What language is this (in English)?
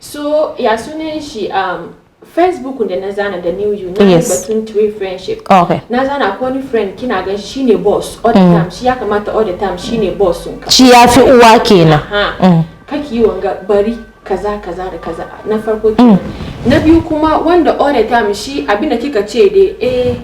Hausa